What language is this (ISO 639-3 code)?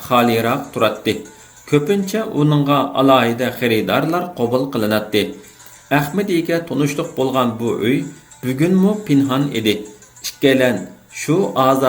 uig